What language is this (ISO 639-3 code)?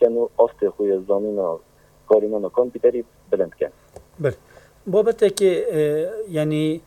kur